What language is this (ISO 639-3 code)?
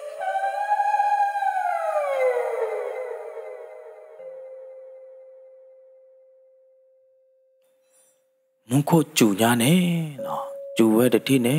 ksw